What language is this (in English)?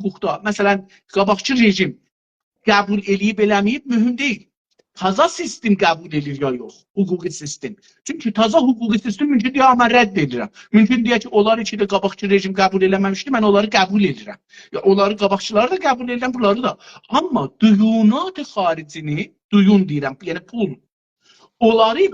South Azerbaijani